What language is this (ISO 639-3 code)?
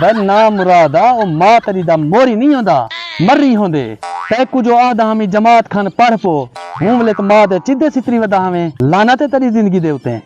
skr